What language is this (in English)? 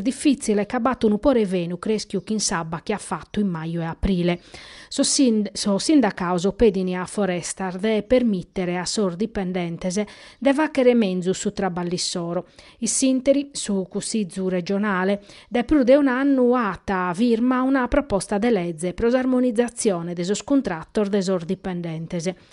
Sardinian